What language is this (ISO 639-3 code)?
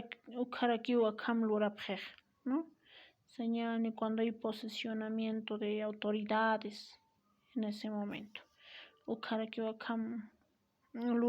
aym